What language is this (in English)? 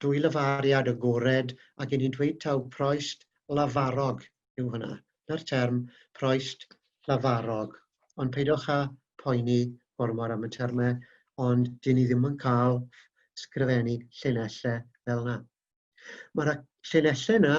Welsh